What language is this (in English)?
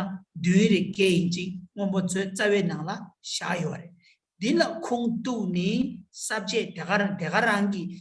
Tibetan